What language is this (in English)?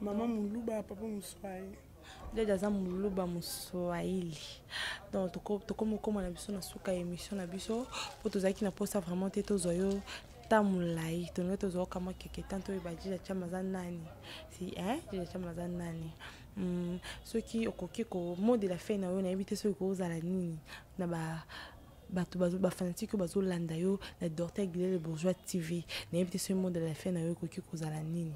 Lingala